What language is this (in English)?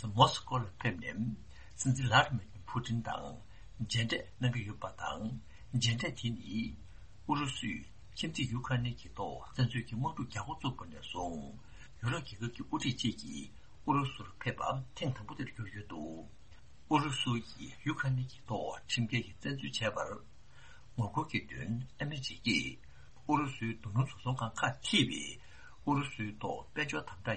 Tibetan